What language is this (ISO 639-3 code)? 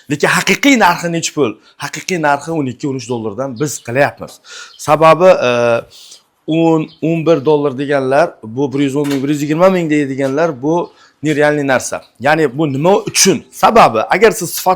uzb